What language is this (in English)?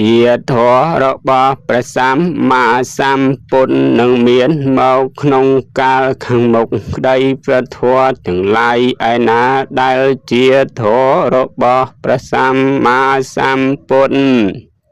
Khmer